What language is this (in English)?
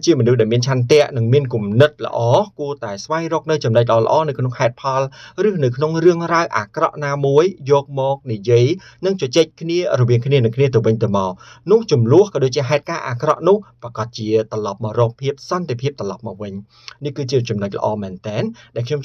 Khmer